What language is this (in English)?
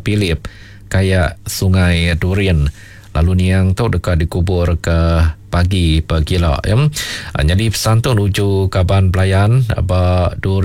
Iban